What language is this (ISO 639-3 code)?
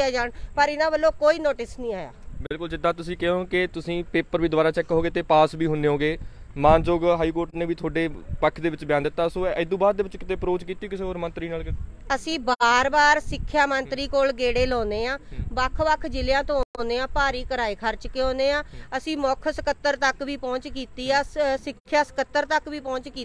pan